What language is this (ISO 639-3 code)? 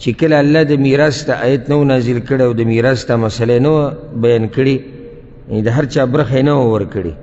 pus